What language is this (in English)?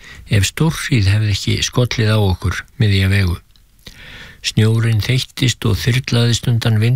Icelandic